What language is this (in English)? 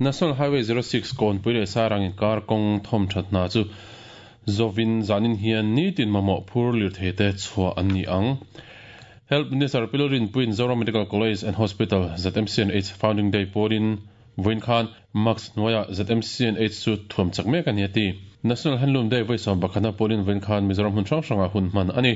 Mizo